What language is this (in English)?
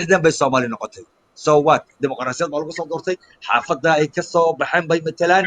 Somali